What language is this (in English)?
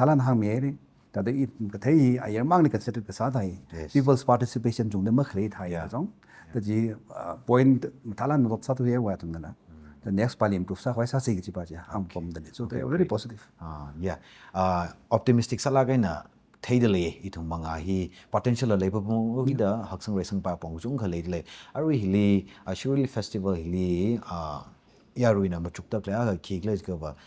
Tangkhul Naga (India)